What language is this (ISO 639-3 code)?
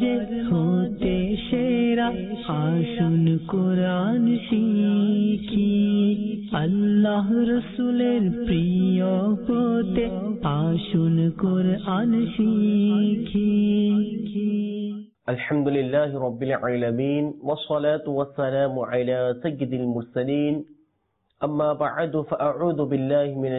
ben